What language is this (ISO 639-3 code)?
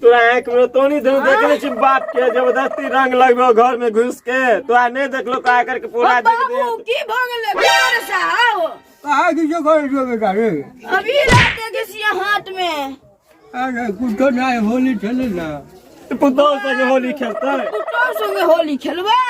mai